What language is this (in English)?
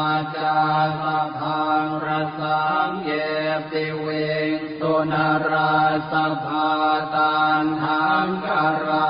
Pali